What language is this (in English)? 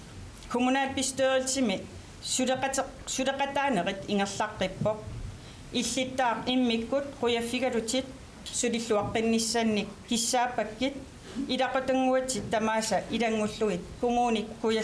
Kalaallisut